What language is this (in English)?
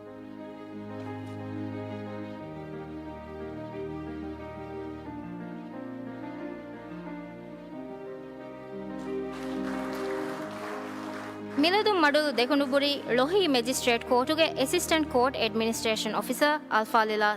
Divehi